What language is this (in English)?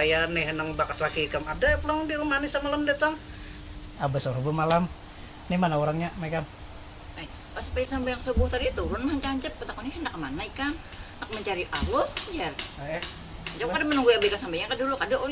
Banjar